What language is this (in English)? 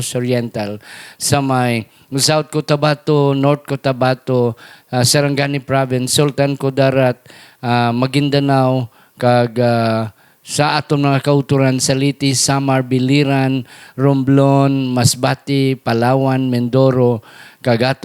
Hiligaynon